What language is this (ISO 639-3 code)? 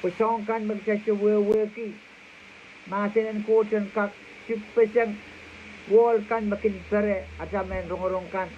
pon